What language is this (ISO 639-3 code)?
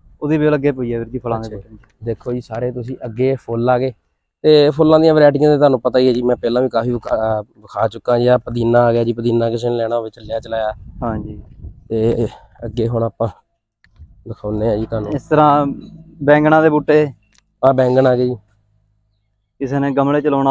pan